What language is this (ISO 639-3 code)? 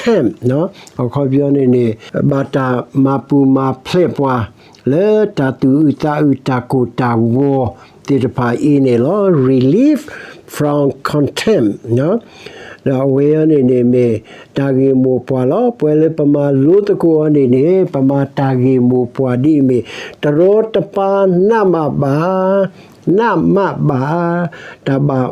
ksw